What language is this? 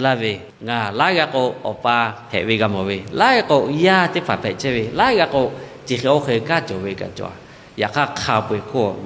Lahu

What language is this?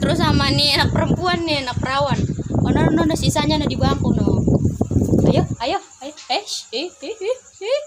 Betawi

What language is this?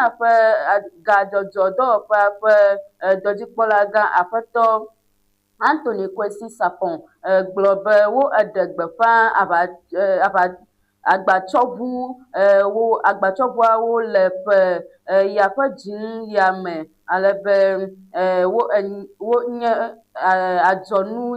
Ewe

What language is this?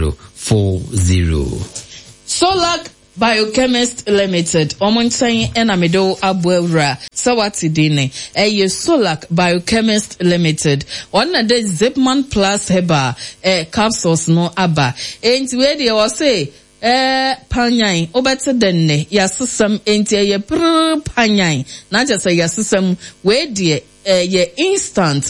Akan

